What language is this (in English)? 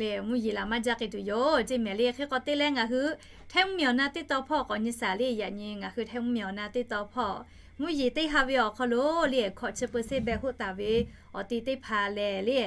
Lahu